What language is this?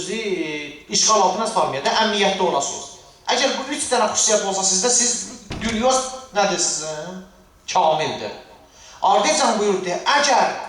Azerbaijani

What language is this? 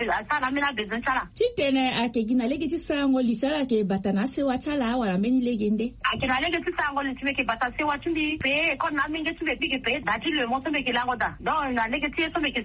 Sango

